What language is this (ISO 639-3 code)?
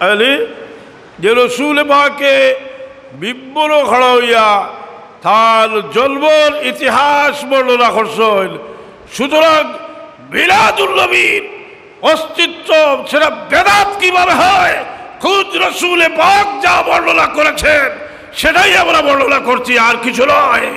syl